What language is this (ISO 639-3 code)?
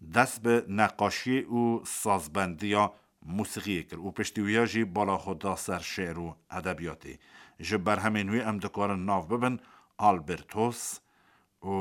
kur